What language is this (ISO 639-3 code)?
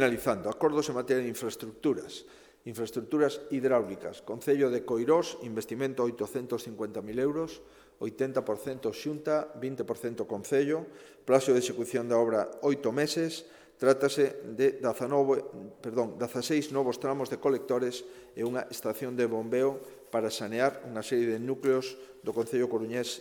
glg